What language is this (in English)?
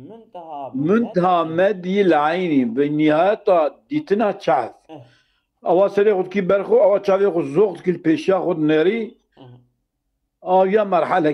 Kurdish